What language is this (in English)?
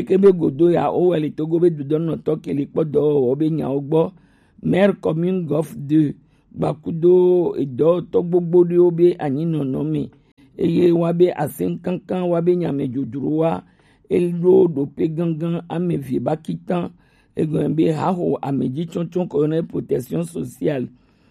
Gen